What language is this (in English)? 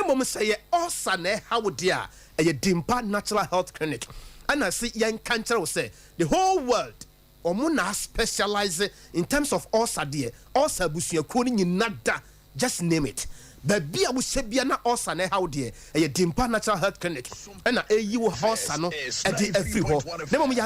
Akan